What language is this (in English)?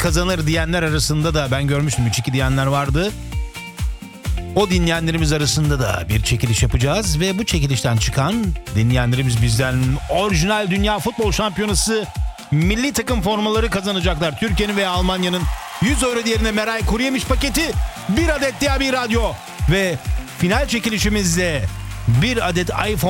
Turkish